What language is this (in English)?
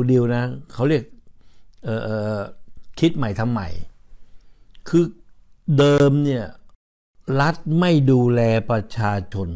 Thai